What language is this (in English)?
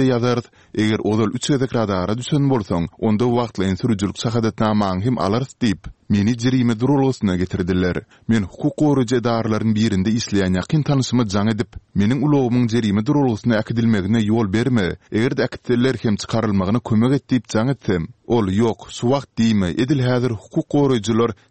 Turkmen